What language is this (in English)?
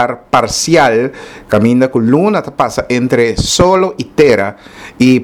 Papiamento